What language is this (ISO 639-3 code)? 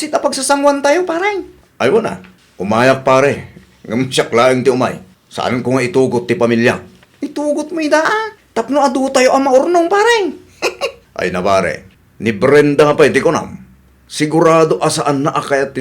ilo